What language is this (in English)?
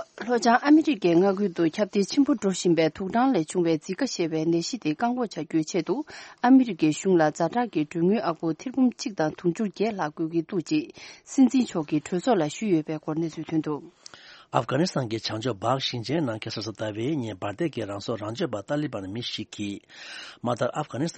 Tibetan